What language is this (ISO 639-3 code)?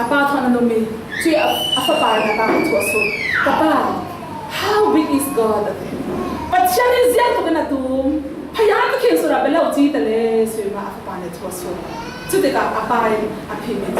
cfm